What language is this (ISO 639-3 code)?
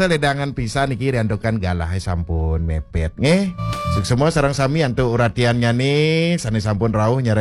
ban